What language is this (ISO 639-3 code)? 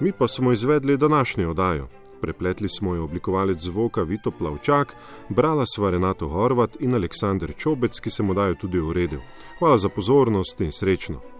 slv